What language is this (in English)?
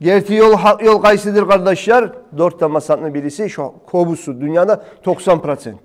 Kumyk